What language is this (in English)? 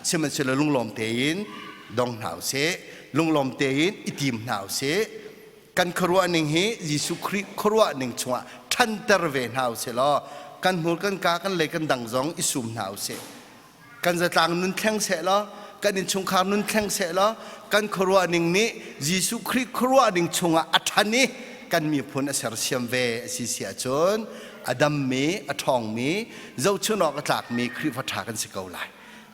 Hakha Chin